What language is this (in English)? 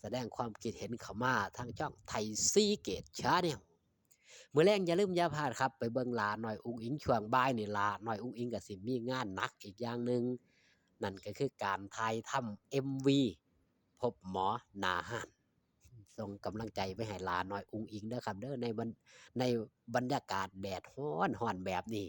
Northeastern Thai